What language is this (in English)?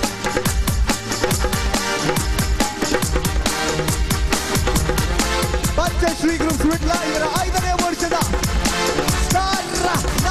Kannada